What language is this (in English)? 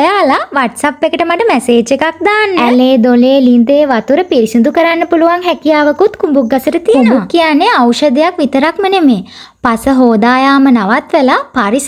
Sinhala